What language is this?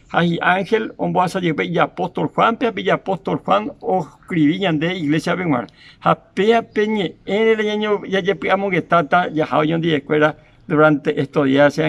Guarani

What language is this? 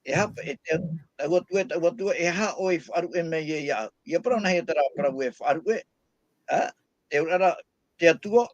Tahitian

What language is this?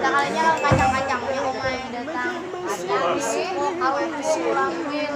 Banjar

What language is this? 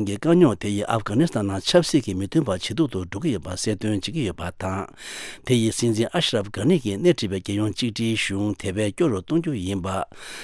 Tibetan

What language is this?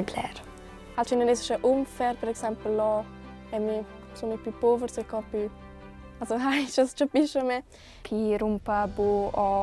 Romansh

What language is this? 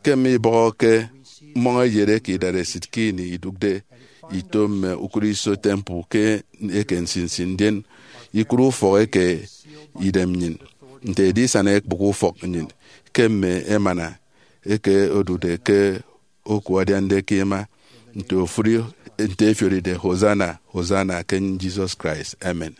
Efik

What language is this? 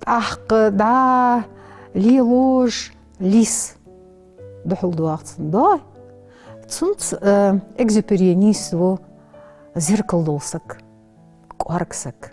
Ingush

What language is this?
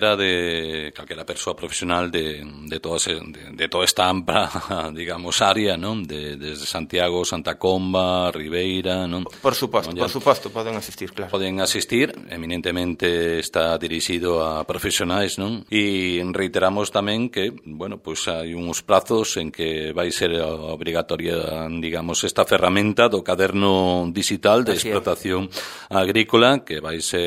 Galician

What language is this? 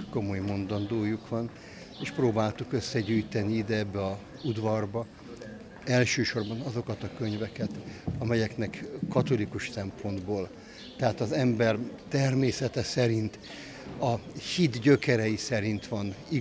Hungarian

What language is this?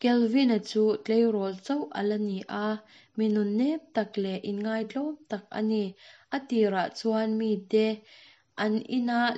Mizo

